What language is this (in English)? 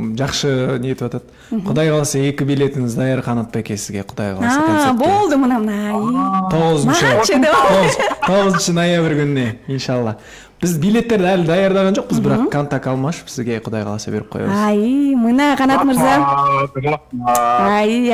Kyrgyz